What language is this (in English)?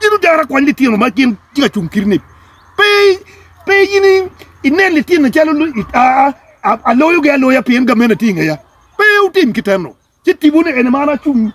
Acoli